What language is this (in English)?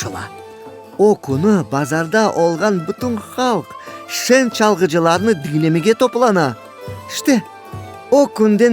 Crimean Tatar